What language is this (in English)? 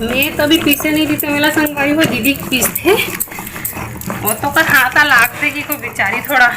Chhattisgarhi